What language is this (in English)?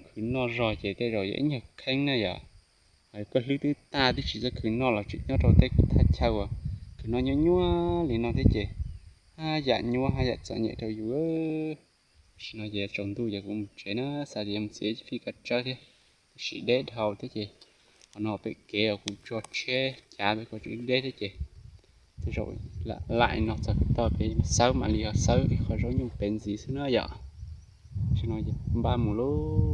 Hmong